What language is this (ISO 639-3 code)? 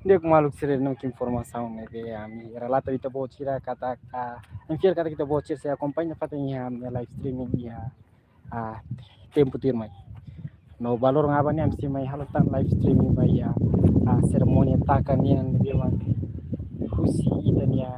tet